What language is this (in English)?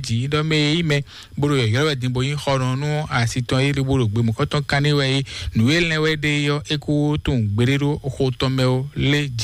Fon